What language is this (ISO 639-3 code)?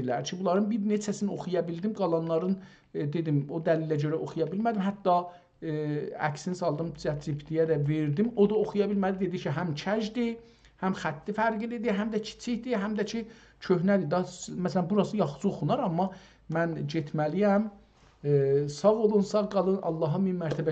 azb